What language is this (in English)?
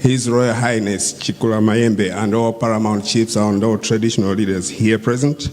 Nyanja